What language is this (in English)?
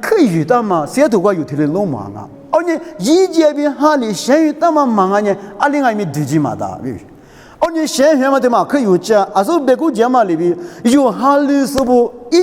Lisu